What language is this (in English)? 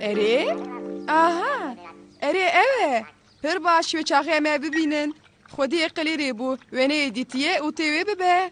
Kurdish